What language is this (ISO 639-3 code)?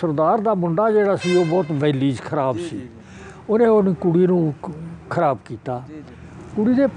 pan